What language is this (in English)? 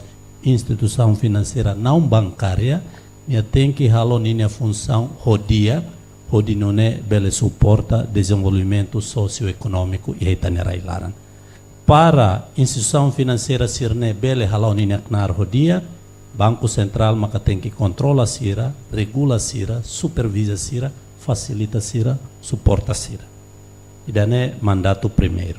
Tetum